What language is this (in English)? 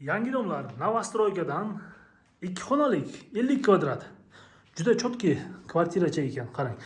Uzbek